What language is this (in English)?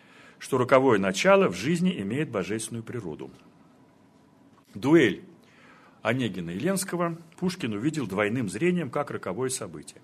Russian